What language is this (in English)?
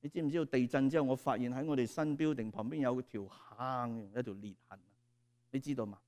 Cantonese